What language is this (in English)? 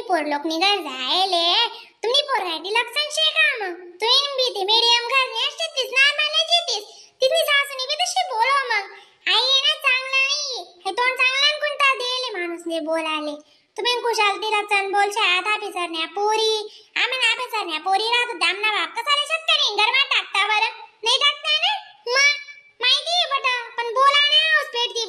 Khandesi